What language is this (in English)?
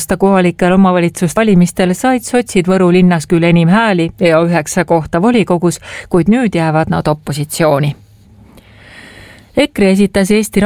Estonian